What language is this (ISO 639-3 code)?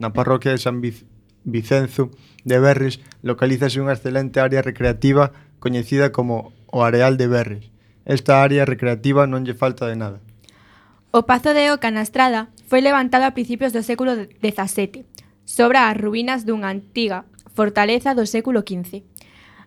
glg